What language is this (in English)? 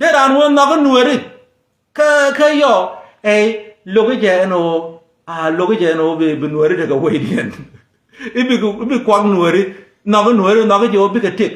Nuer